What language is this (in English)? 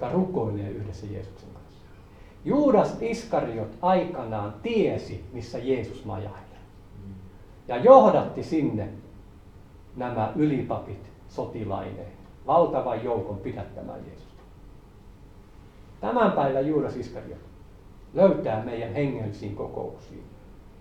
Finnish